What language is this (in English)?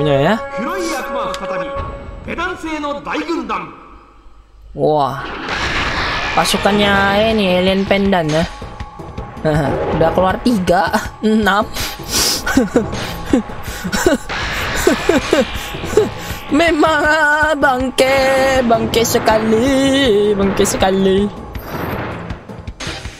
Indonesian